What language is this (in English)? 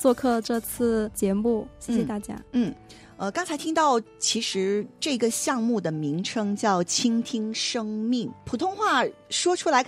Chinese